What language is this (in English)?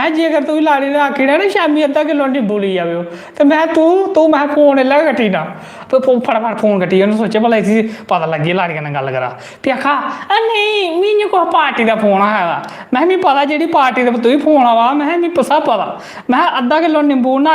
Dogri